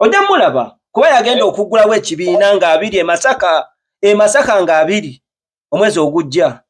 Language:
Ganda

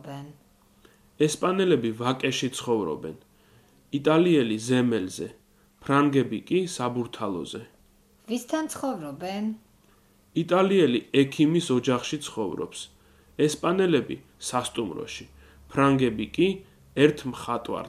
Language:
Georgian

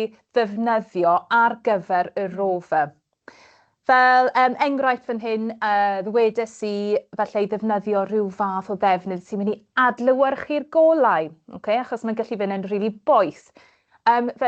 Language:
Welsh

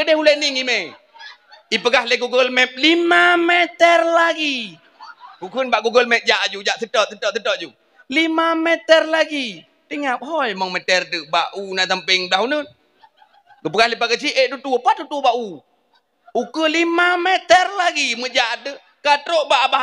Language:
Achinese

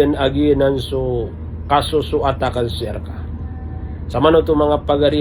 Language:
Maranao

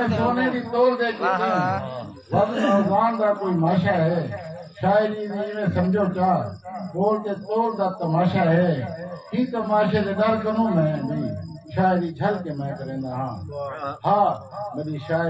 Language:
Saraiki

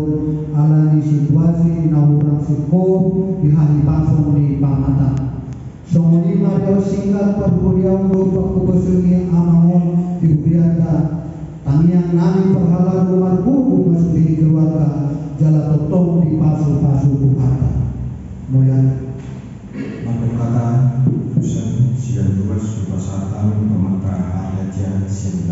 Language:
Batak Toba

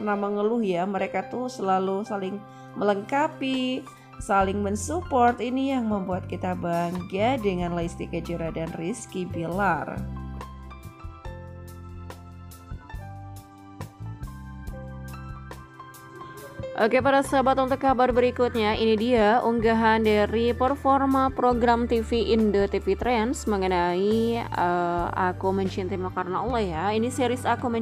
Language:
Indonesian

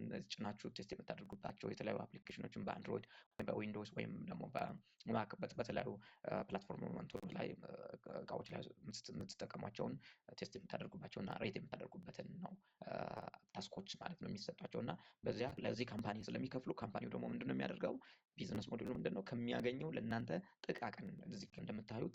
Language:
Amharic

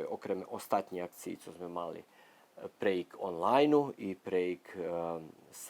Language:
Rusyn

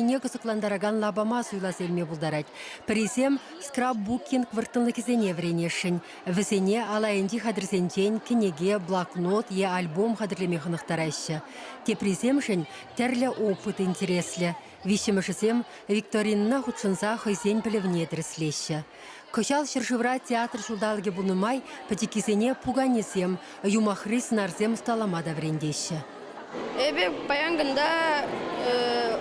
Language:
Chuvash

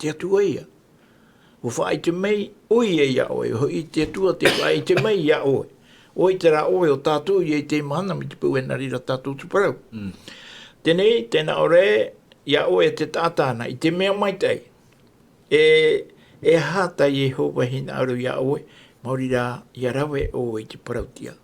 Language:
Tahitian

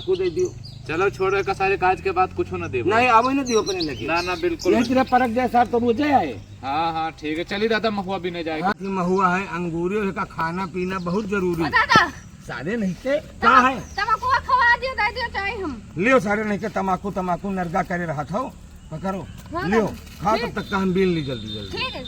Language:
Awadhi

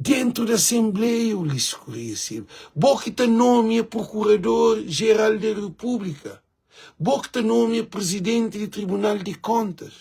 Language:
Kabuverdianu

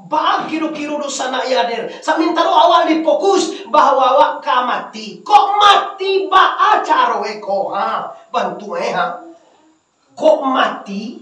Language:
Minangkabau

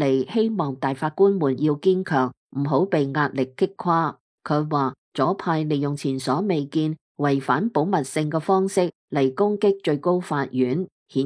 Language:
Cantonese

